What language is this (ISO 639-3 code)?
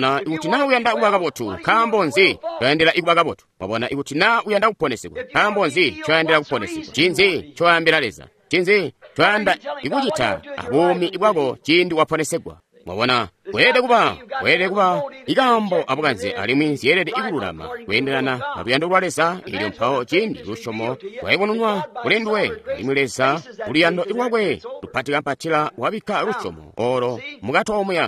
toi